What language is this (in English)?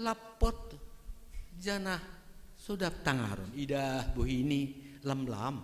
Batak Simalungun